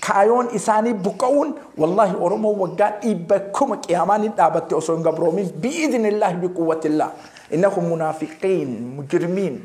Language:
Oromo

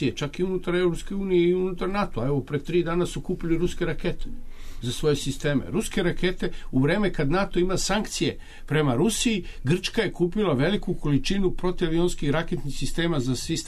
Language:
Serbian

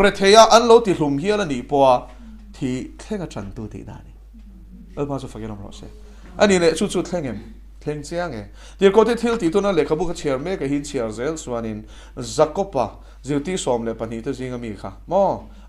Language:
Mizo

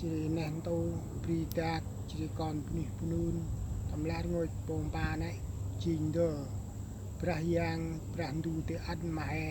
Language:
Central Mnong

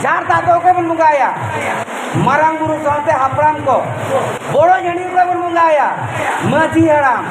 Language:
Santali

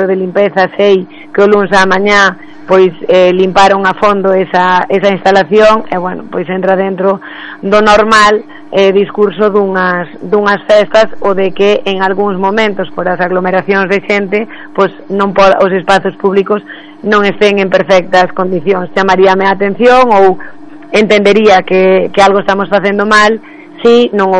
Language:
Galician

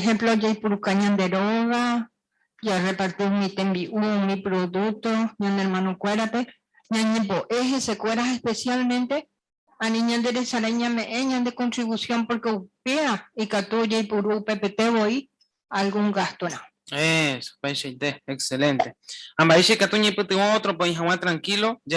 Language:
Guarani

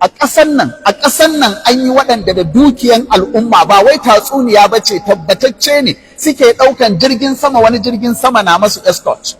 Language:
Hausa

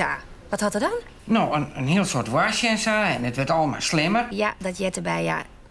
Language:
Western Frisian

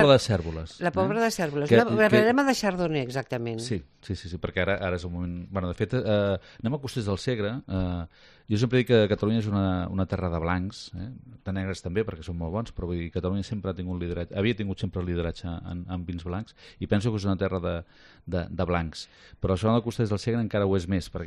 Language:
Catalan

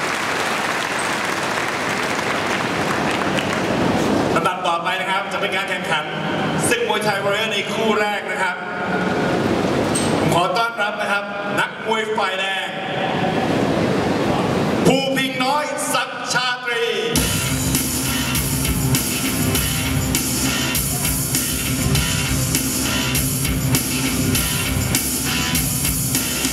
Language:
Thai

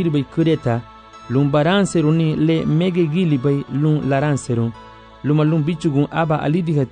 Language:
Garifuna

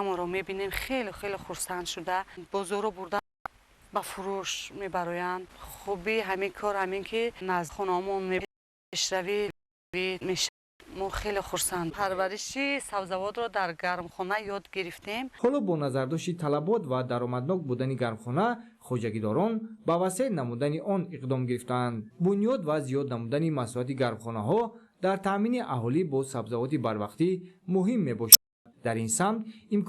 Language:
Tajik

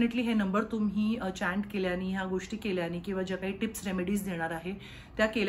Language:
Marathi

